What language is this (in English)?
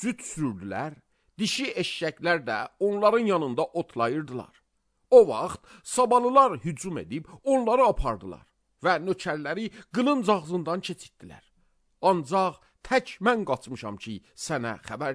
Azerbaijani